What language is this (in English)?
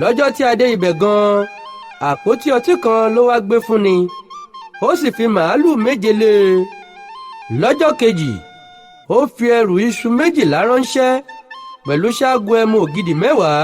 Yoruba